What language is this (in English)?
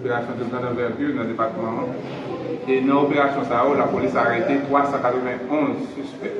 Haitian Creole